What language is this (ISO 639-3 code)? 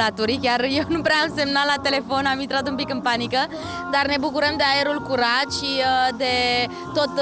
ron